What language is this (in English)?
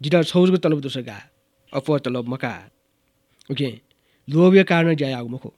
Newari